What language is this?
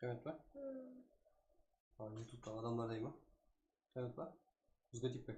Kara-Kalpak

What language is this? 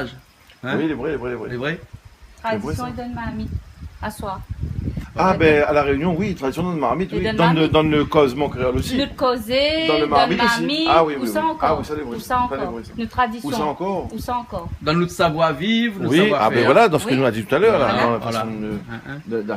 Réunion Creole French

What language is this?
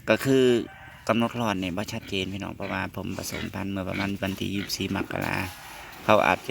Northeastern Thai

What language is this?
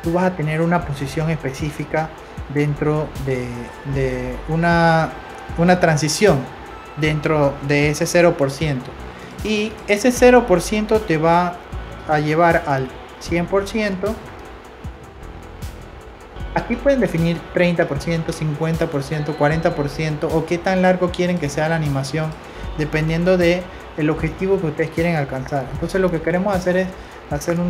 Spanish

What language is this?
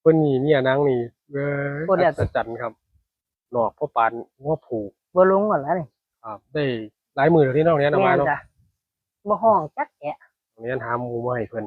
Northeastern Thai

